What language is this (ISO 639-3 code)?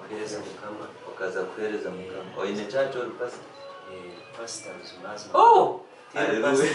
nyn